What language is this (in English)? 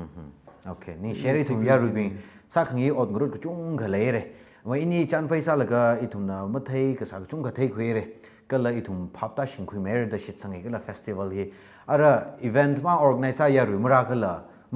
Tangkhul Naga (India)